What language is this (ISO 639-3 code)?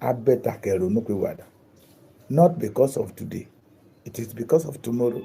yor